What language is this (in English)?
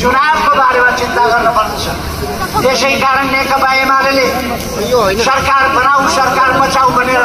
Nepali